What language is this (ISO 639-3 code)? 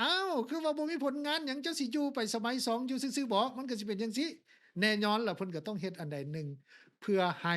lao